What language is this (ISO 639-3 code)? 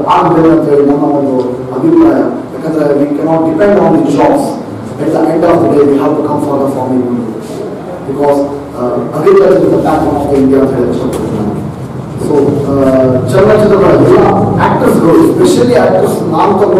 kan